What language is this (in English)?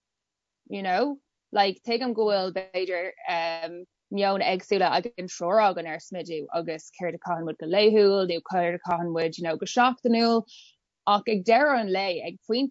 Irish